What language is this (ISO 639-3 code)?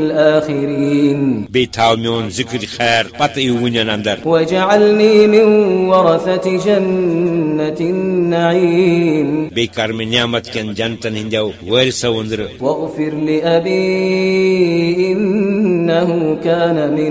kas